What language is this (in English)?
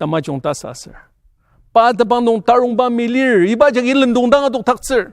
Ao Naga